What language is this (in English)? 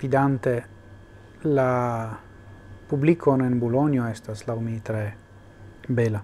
Esperanto